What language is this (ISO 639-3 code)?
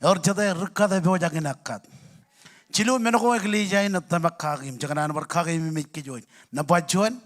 mah